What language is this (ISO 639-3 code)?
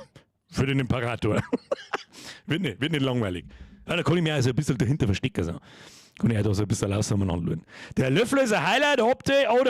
bar